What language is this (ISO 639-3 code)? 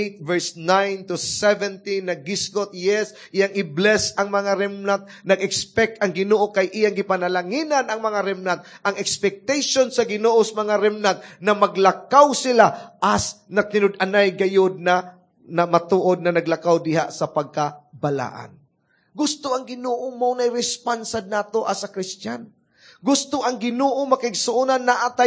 ceb